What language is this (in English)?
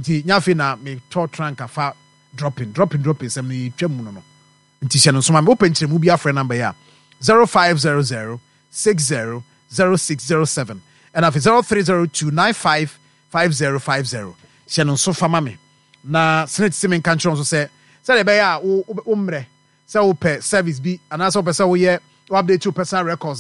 Akan